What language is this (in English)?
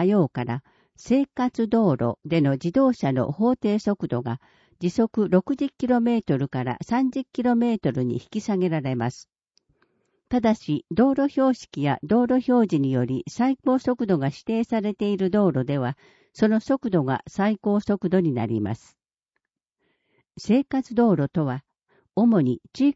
Japanese